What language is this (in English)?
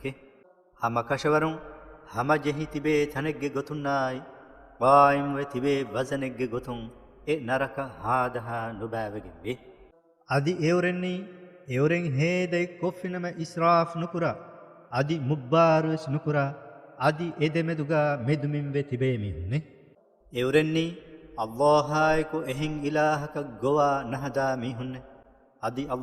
Divehi